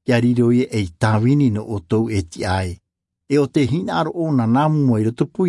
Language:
Tahitian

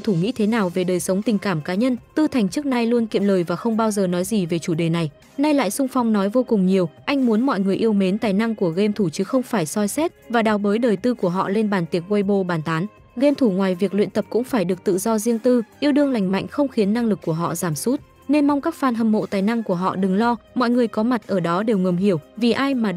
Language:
Vietnamese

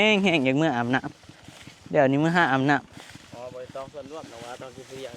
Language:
Northeastern Thai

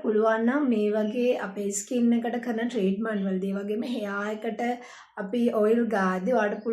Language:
Sinhala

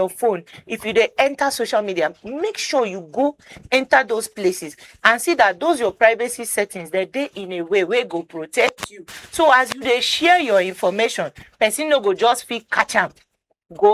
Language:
Nigerian Pidgin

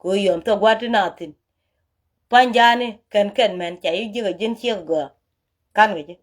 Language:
Nuer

